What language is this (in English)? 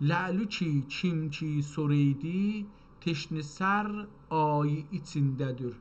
South Azerbaijani